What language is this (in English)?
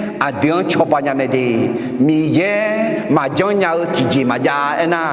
Akha